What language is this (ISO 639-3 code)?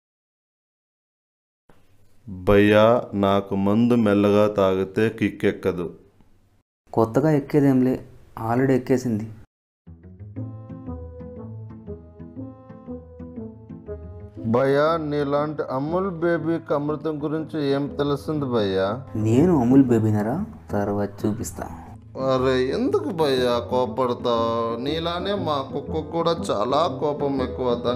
tel